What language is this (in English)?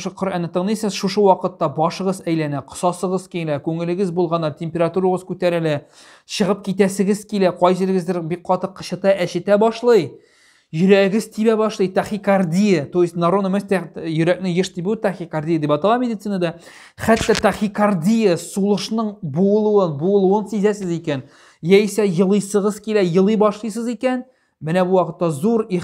Tatar